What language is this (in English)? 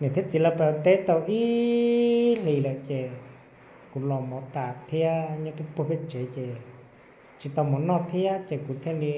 Hmong